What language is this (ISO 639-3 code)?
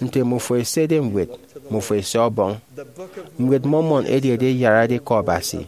efi